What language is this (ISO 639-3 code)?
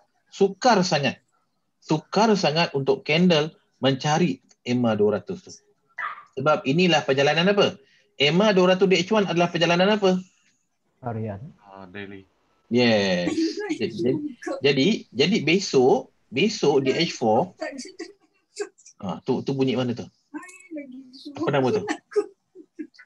msa